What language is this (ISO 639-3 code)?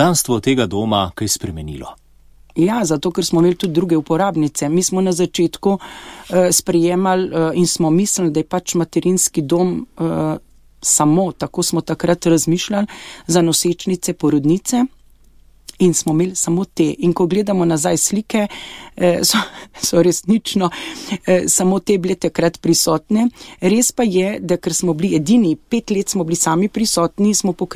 slv